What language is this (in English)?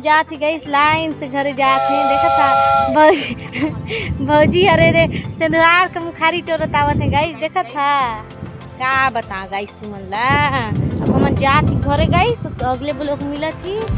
Chhattisgarhi